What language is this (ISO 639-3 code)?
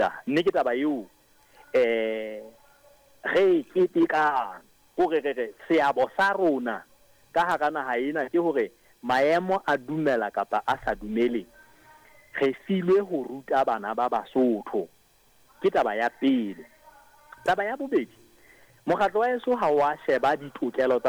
sot